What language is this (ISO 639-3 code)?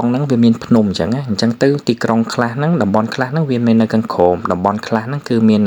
khm